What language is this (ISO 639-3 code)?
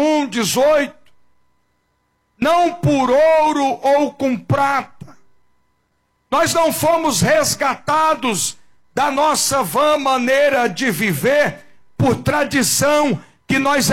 por